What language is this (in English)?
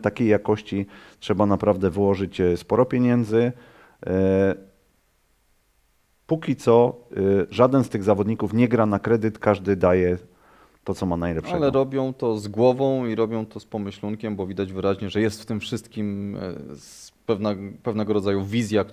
Polish